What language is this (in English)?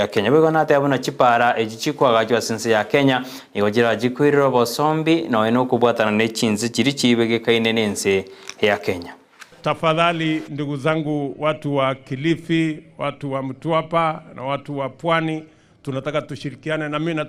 Gusii